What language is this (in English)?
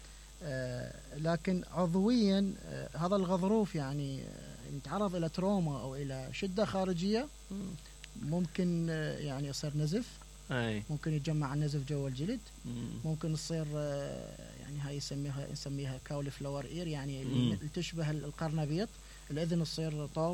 Mesopotamian Arabic